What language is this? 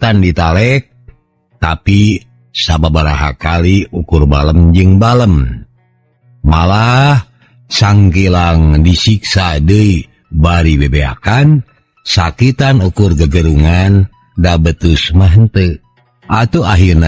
Sundanese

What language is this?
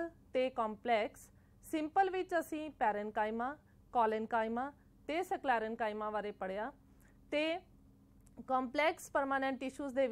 Punjabi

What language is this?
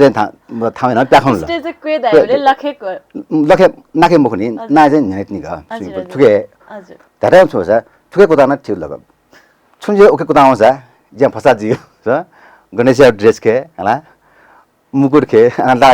Newari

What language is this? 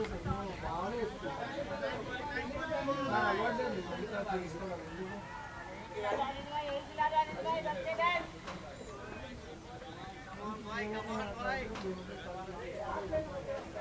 Telugu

